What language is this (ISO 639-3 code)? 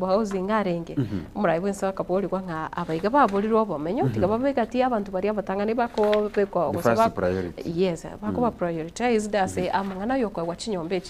guz